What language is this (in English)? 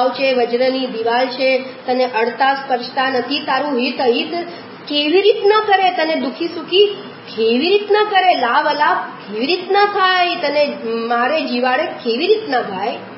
Gujarati